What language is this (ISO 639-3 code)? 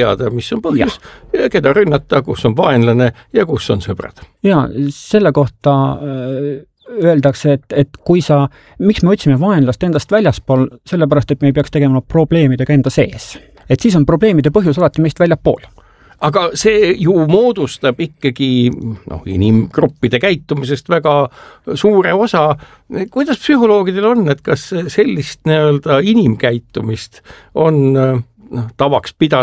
est